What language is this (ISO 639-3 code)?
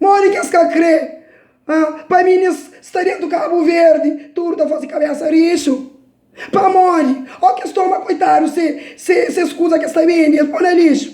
kea